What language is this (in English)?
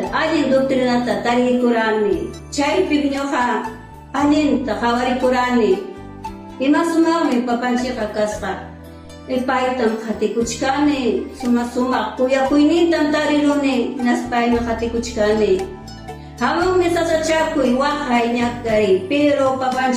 Ayacucho Quechua